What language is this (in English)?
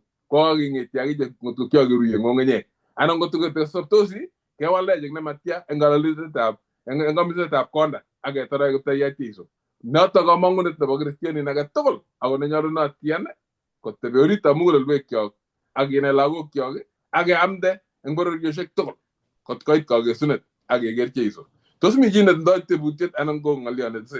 Kalenjin